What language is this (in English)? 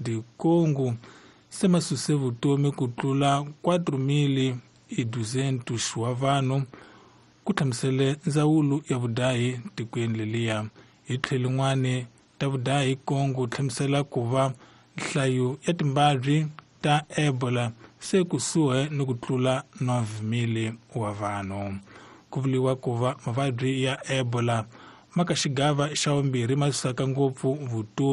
Tsonga